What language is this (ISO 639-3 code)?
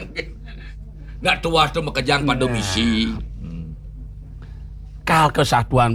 ban